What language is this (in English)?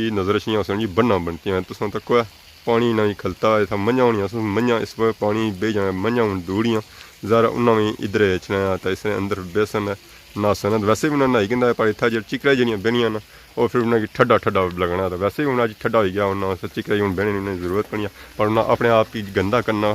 Pahari-Potwari